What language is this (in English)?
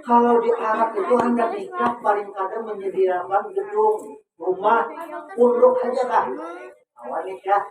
Banjar